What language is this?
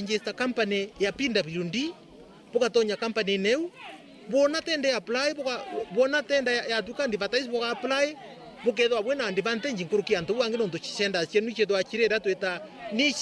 Meru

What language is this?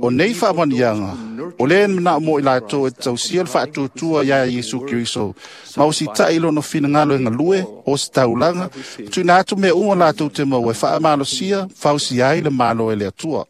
Samoan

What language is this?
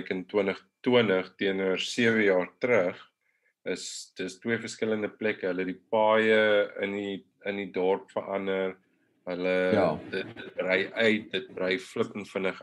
Afrikaans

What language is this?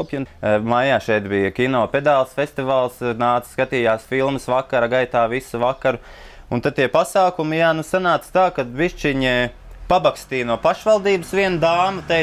Latvian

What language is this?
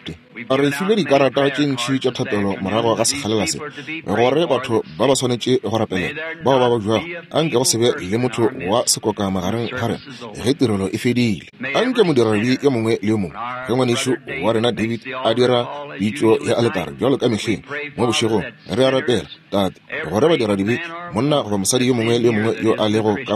Northern Sotho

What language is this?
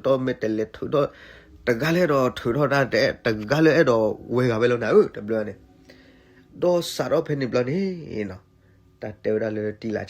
S'gaw Karen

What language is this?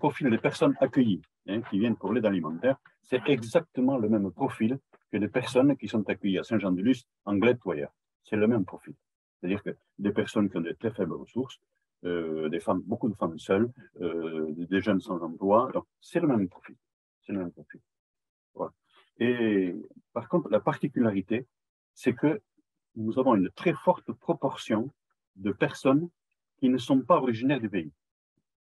French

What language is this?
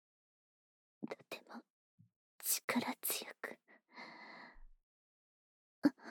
Japanese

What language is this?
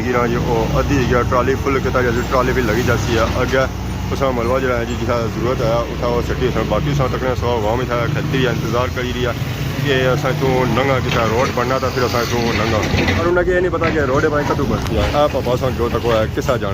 Pahari-Potwari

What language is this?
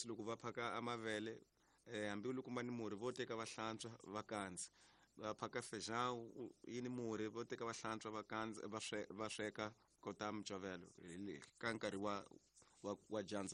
Tsonga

